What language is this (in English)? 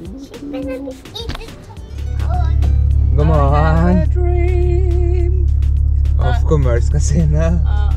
Norwegian